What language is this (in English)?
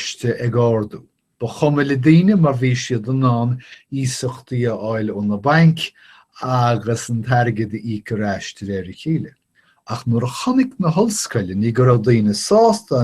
Irish